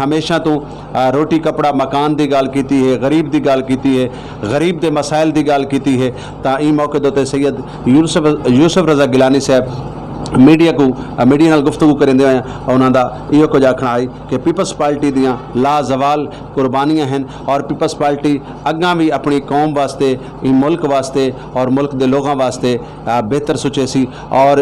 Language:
Saraiki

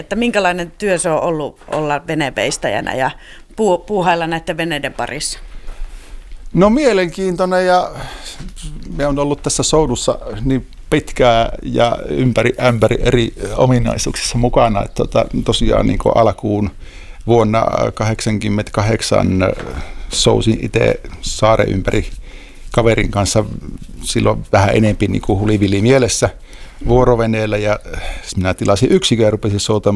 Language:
Finnish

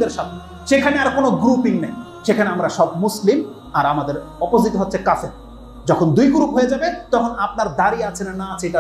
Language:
Bangla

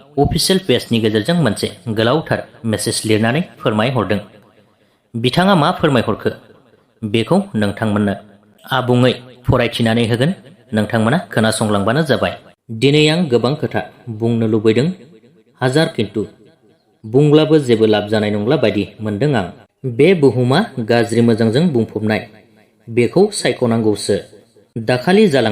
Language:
Bodo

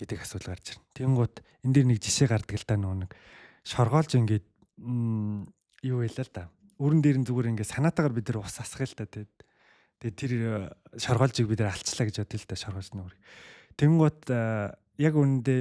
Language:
Mongolian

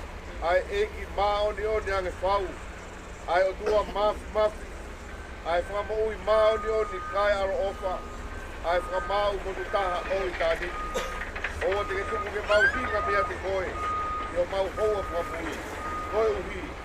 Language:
Tongan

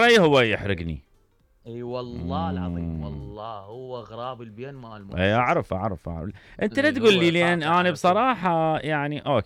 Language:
Mesopotamian Arabic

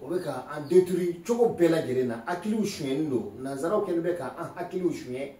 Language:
Bambara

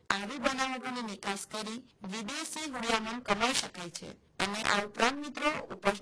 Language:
Gujarati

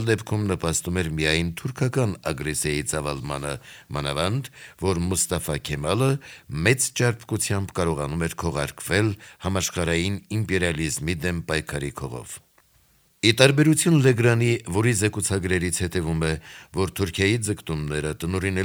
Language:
Armenian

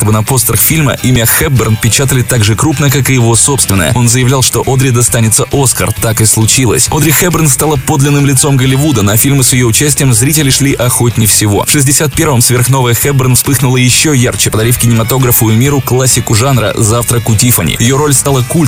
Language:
Russian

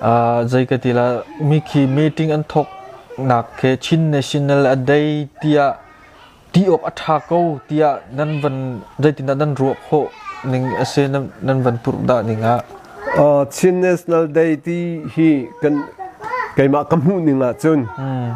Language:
Hakha Chin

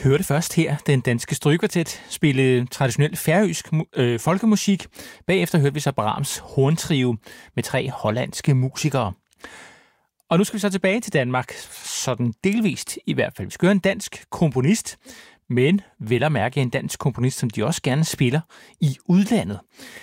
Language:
Danish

